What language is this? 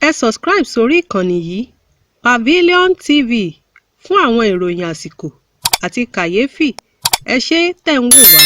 Yoruba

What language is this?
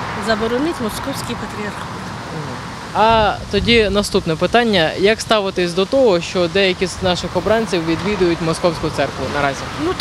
Ukrainian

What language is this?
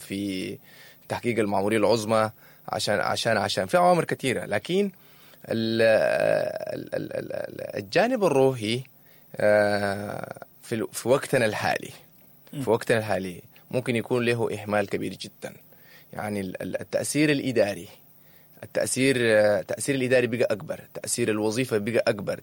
Sudanese Arabic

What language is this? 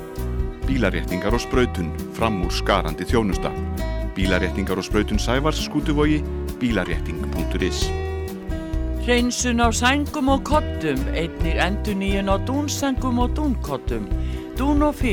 Icelandic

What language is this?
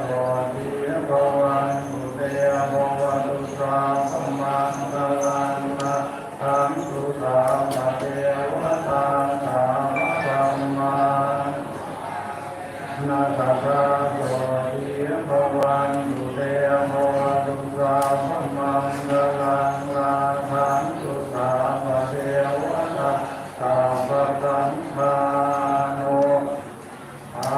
Pali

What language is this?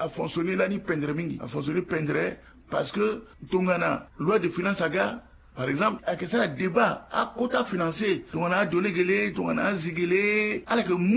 Sango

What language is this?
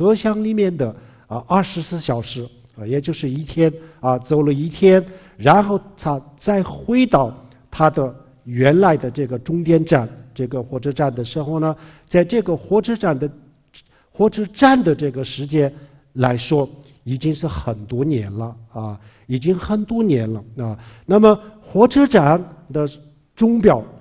Chinese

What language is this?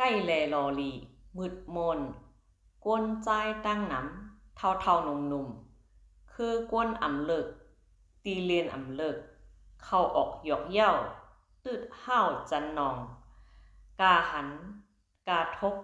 Shan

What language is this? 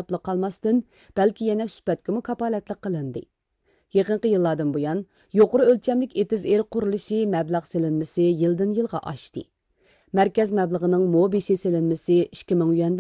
Uyghur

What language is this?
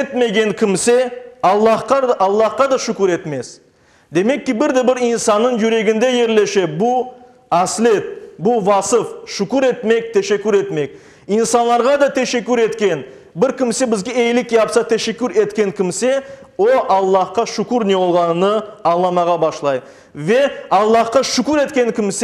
Crimean Tatar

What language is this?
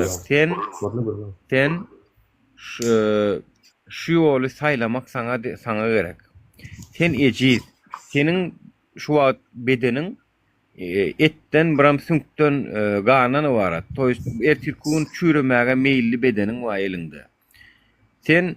Turkmen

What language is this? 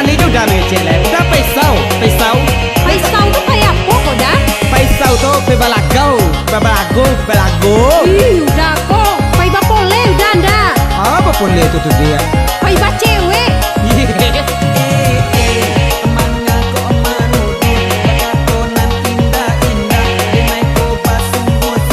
Minangkabau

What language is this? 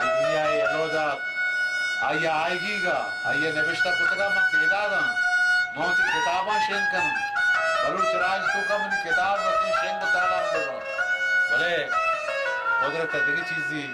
Baluchi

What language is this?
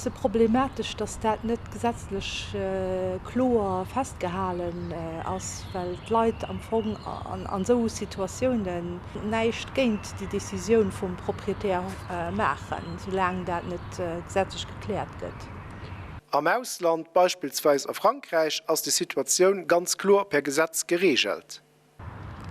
Luxembourgish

